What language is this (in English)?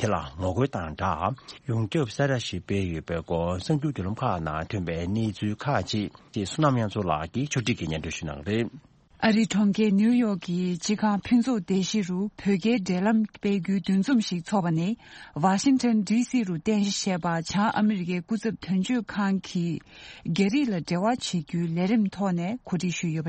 Tibetan